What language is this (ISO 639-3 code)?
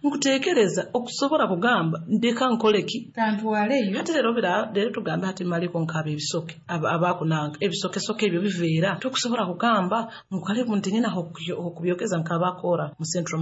nyo